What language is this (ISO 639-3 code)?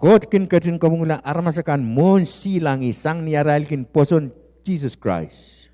pon